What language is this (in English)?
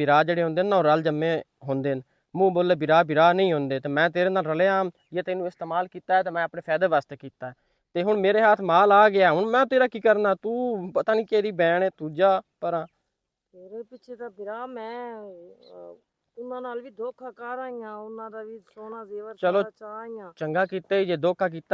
Western Panjabi